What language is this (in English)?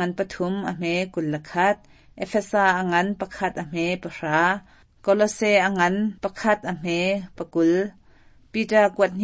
Hakha Chin